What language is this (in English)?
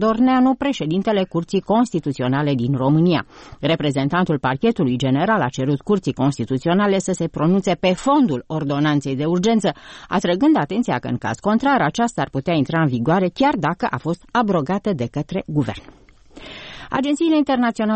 Romanian